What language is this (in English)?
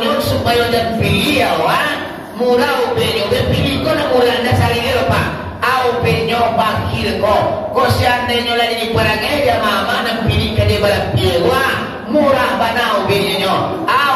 Minangkabau